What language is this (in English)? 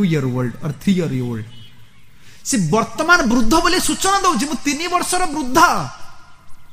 Odia